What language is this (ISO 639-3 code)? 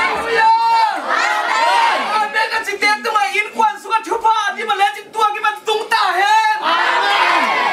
ctd